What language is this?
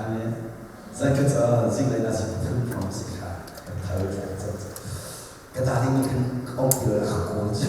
Hakha Chin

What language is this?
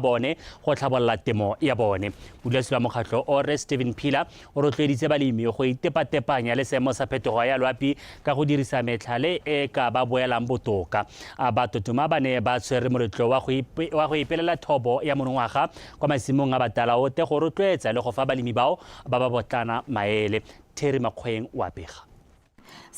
Tswana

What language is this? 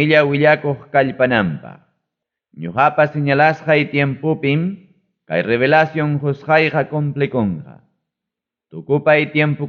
Ayacucho Quechua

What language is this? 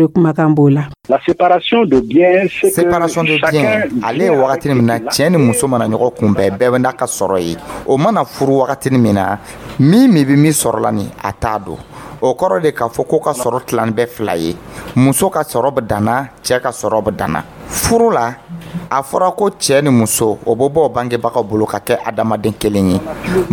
Dyula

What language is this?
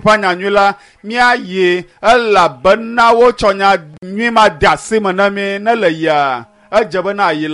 Ewe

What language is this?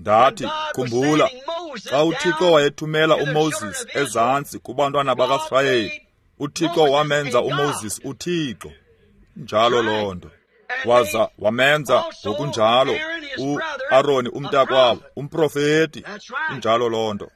Xhosa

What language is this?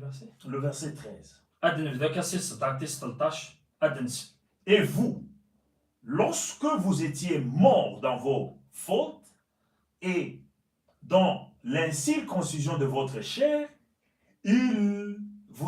Kabyle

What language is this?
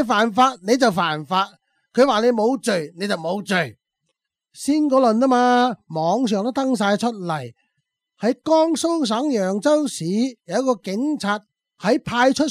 Cantonese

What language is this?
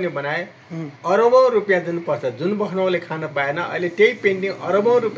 Nepali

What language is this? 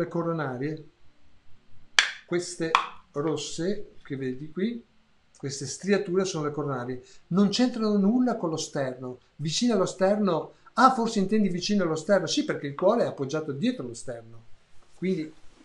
Italian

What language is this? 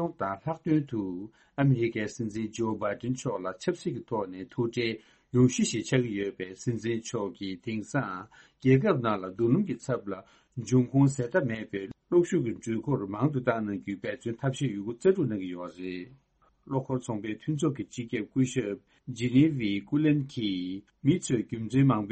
Tibetan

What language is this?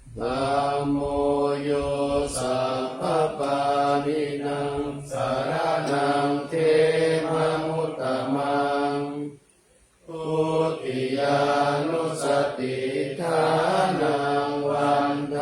Pali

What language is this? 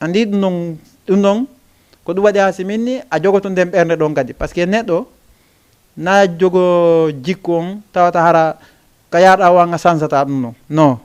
Fula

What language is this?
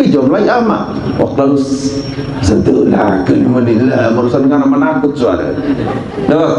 Sasak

